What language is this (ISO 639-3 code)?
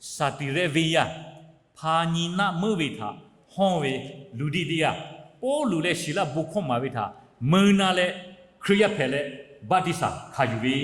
lhu